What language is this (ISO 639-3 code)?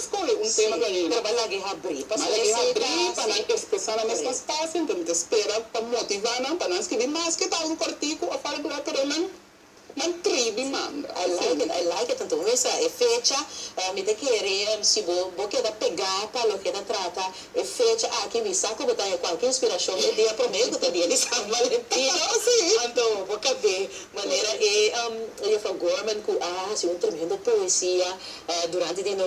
pap